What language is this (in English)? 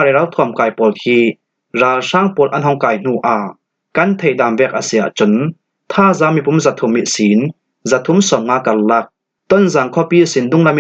Falam Chin